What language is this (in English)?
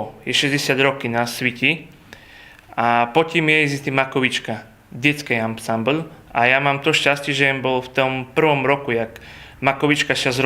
Rusyn